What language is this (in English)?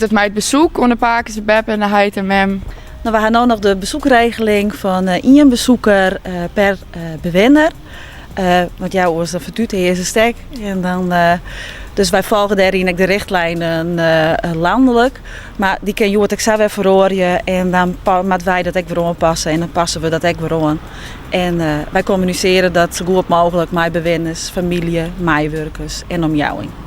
Western Frisian